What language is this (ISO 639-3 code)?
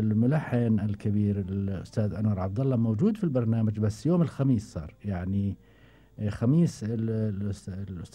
afb